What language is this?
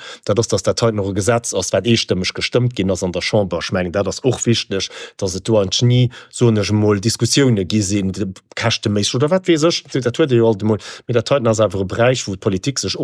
Luxembourgish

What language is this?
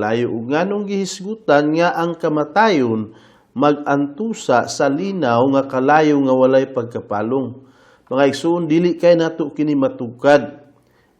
Cebuano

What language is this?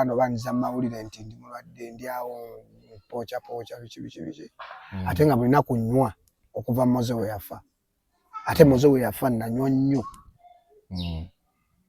Ganda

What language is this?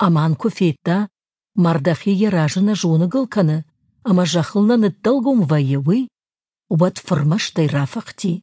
Ossetic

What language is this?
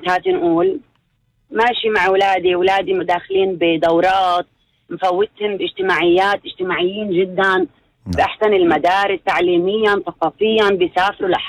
North Levantine Arabic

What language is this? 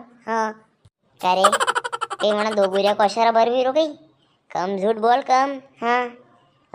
Rajasthani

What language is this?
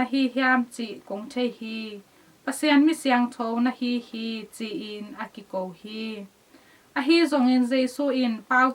Tedim Chin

